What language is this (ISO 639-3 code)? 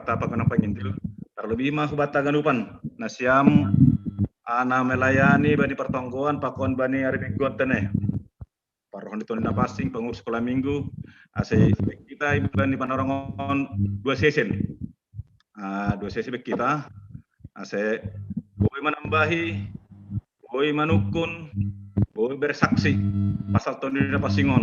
bts